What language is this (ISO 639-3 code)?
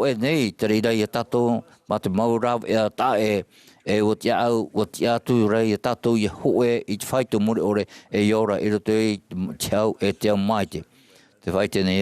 tah